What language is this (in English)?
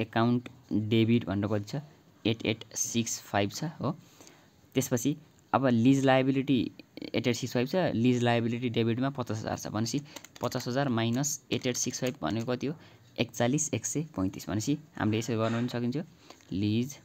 Nepali